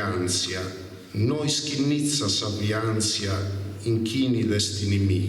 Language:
Sardinian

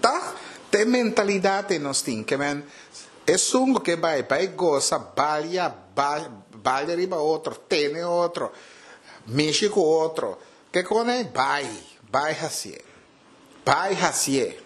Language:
Papiamento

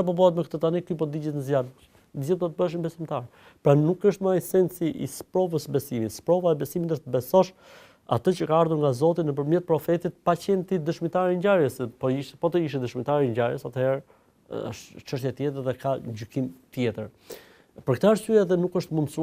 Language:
Albanian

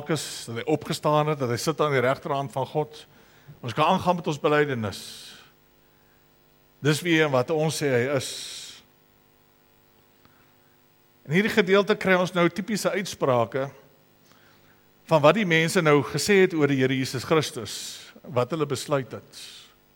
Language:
Afrikaans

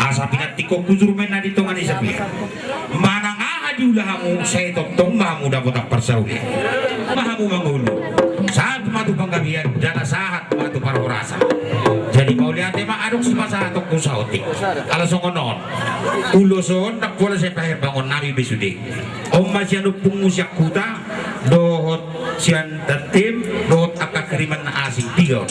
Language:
Batak Toba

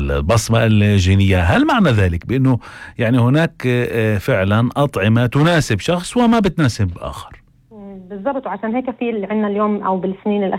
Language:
North Levantine Arabic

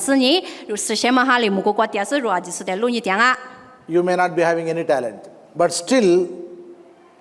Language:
Lisu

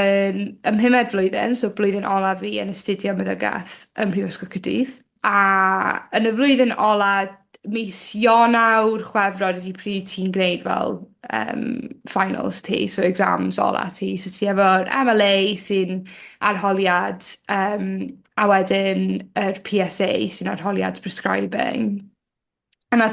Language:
Welsh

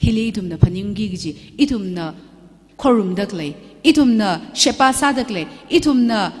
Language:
Tangkhul Naga (India)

